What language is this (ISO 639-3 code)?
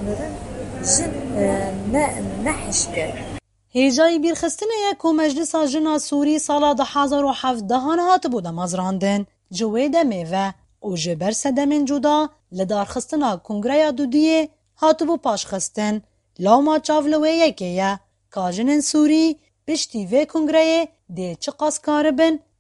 kur